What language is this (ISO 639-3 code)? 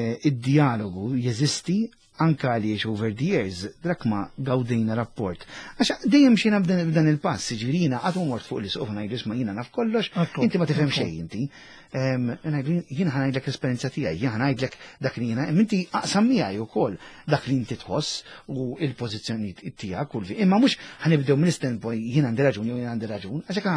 mlt